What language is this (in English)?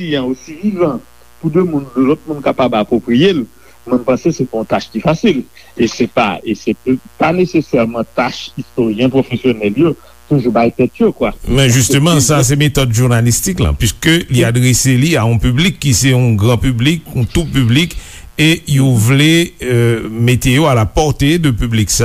Haitian Creole